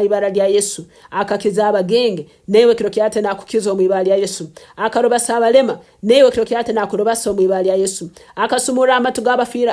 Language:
Nyankole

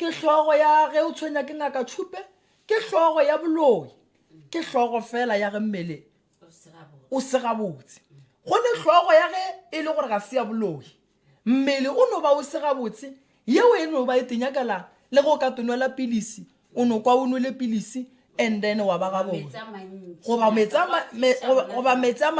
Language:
Northern Sotho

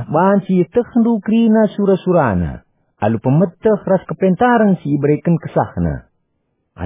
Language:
Batak Karo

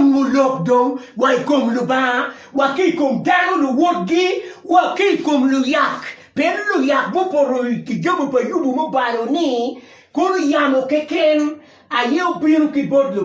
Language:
Acoli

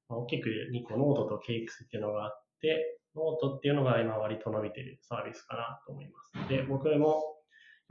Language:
Japanese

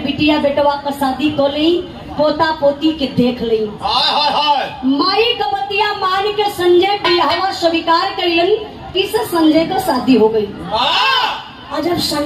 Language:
Bhojpuri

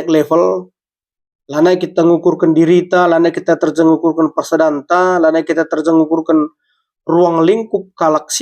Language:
Batak Karo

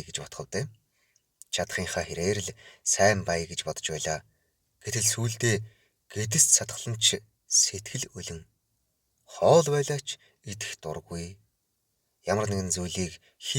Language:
Mongolian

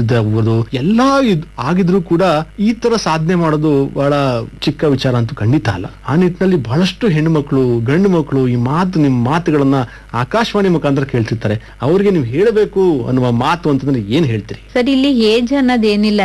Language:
Kannada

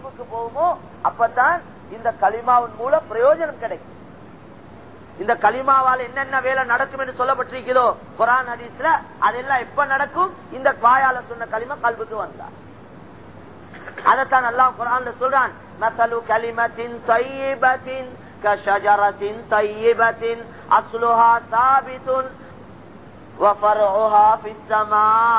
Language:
Tamil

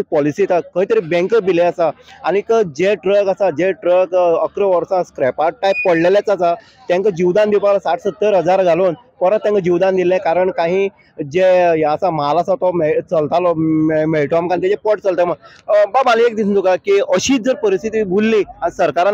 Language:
Konkani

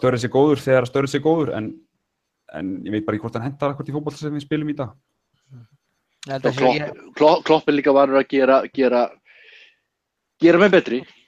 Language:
Icelandic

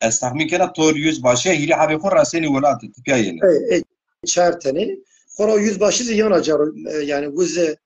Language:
Zaza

